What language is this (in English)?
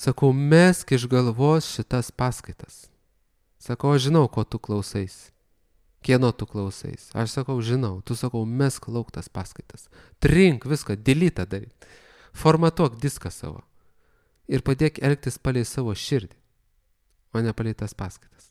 Lithuanian